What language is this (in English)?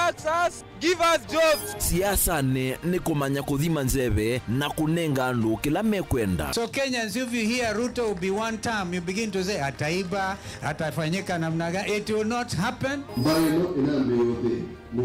Kamba